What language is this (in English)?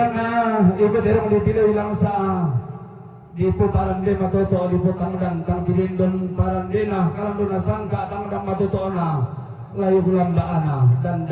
Toraja-Sa'dan